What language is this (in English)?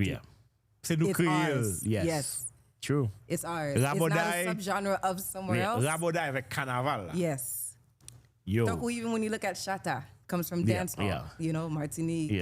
Haitian Creole